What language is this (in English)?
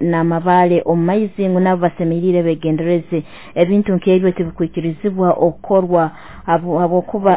Nyoro